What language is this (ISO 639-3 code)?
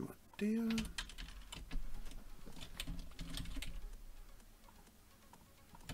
dan